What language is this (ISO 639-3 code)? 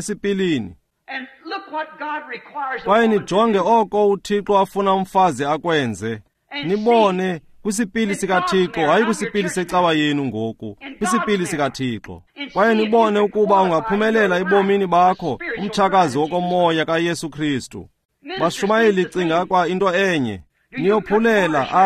xho